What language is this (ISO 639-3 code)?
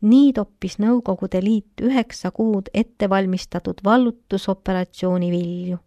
est